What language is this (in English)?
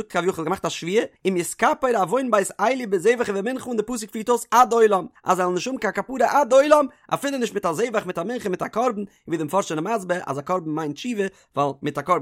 Yiddish